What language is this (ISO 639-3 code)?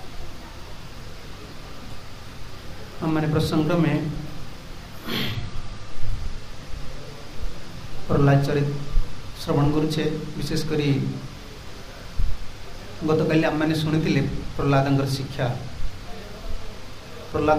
ori